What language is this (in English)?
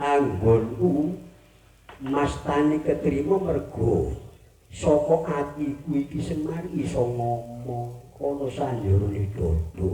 Javanese